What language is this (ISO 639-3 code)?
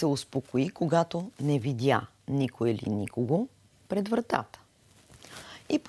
bul